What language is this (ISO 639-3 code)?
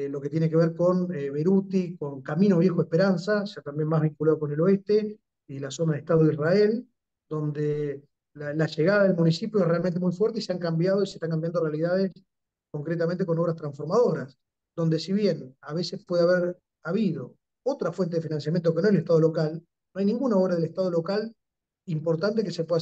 spa